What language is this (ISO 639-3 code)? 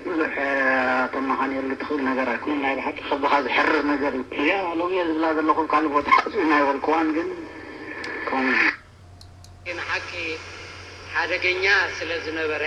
tir